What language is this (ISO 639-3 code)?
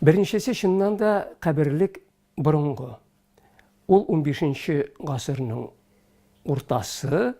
tat